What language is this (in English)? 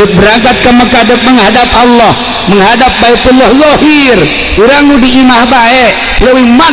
Sundanese